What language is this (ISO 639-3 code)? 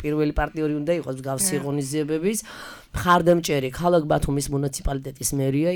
kat